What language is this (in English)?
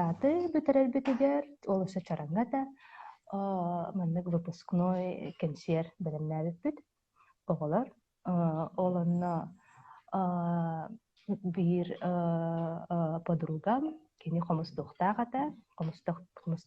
Yakut